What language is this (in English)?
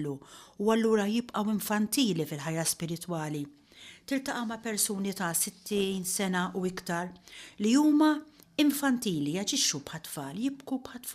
Maltese